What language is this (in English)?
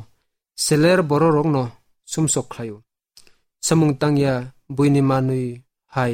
Kok Borok